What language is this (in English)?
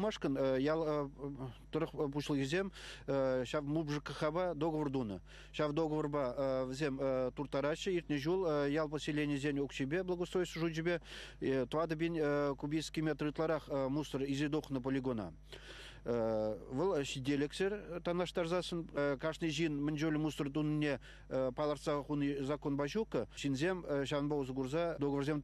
Chuvash